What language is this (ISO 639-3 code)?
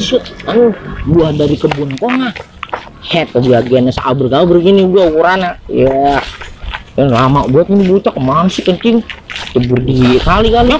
bew